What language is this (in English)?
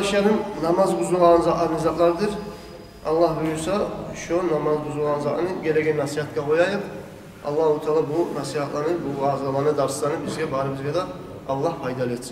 Kumyk